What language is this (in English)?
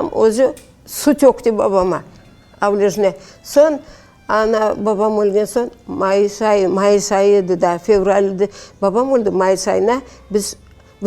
Crimean Tatar